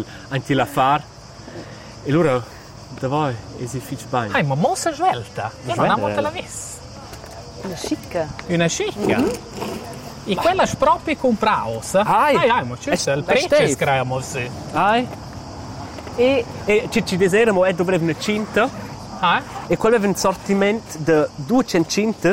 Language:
Romansh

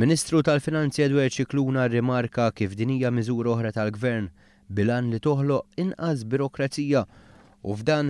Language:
Maltese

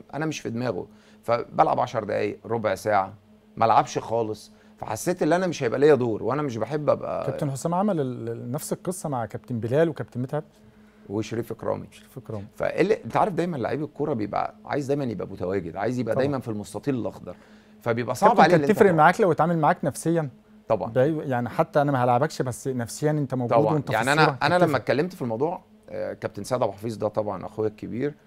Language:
Egyptian Arabic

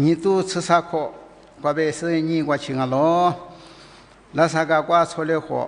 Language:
Lisu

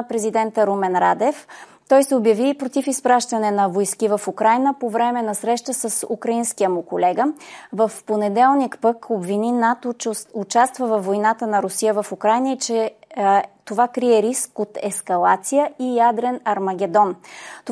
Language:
Bulgarian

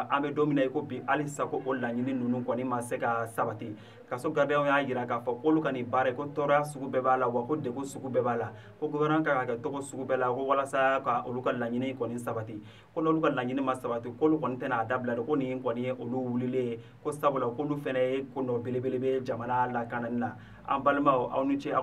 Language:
Bambara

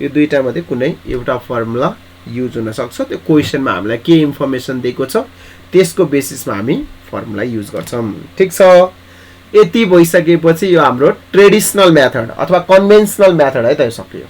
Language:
Nepali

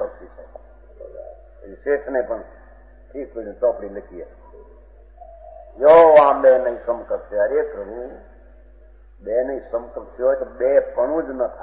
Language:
Gujarati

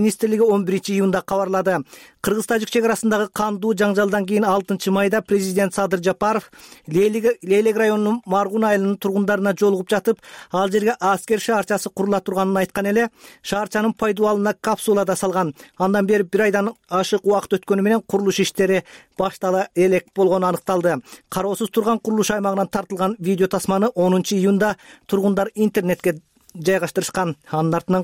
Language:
Kyrgyz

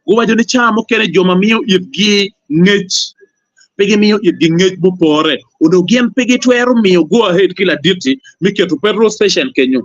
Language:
Acoli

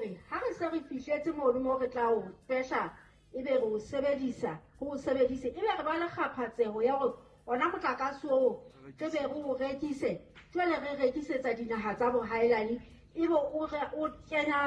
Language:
Southern Sotho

